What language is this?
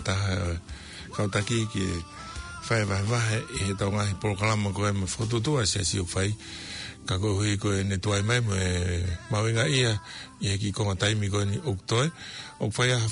Tongan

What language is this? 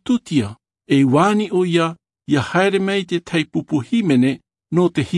Tahitian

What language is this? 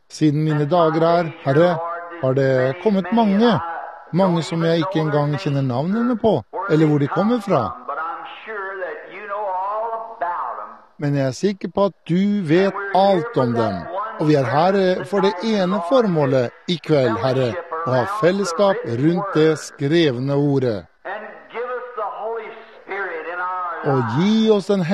Norwegian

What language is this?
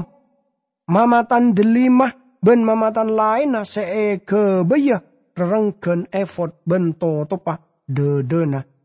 Madurese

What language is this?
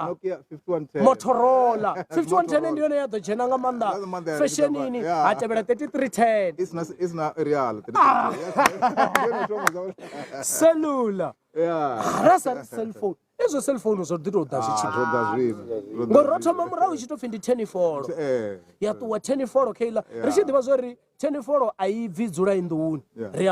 Venda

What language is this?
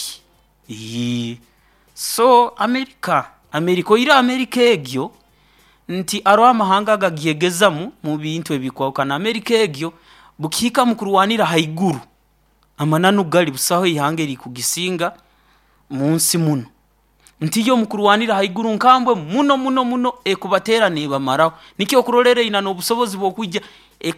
Nyoro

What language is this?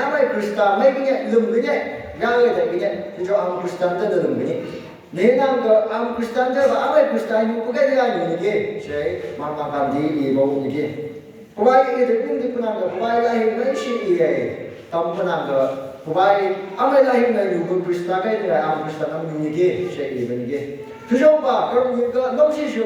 Phom Naga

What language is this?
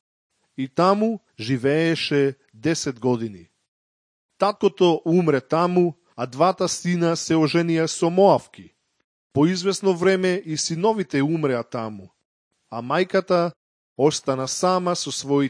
Macedonian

